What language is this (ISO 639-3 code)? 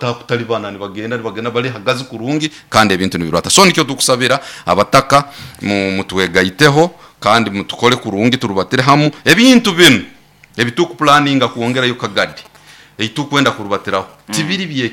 nyo